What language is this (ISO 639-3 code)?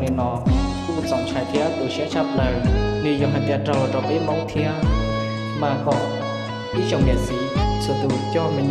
hmn